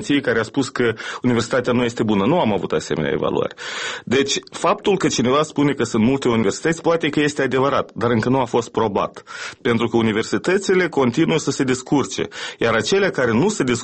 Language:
Romanian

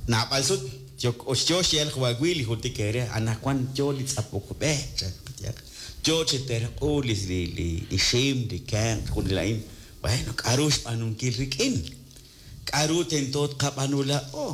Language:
Kekchí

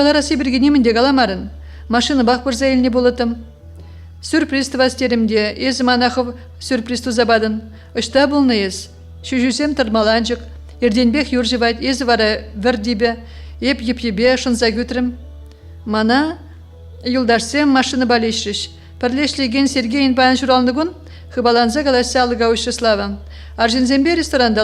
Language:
Chuvash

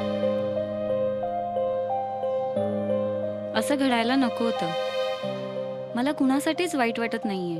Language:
Marathi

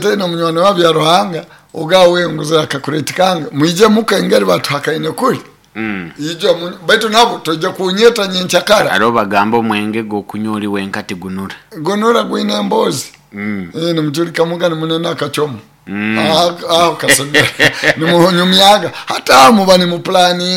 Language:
Nyoro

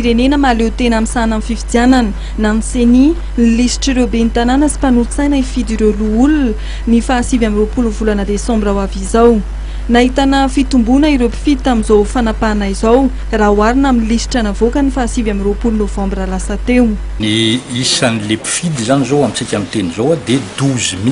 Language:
Malagasy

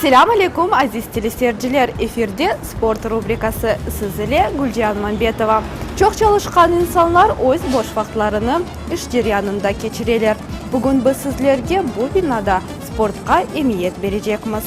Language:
Crimean Tatar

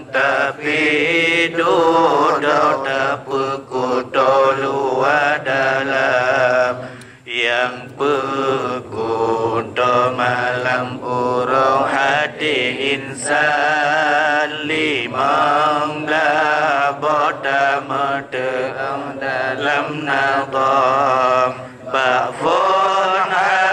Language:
Achinese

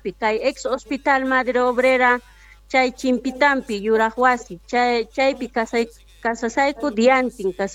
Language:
Quechua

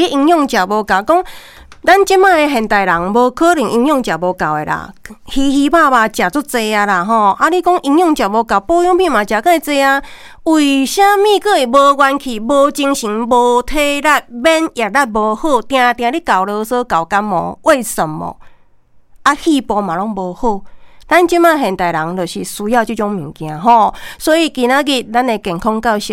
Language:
Min Nan Chinese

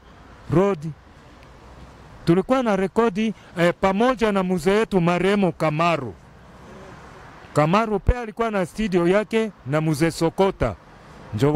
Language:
Swahili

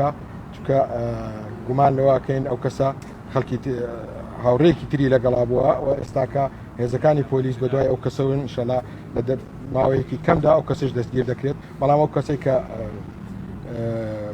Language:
Central Kurdish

